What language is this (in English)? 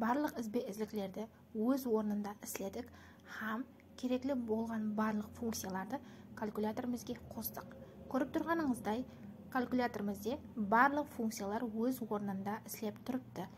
Kara-Kalpak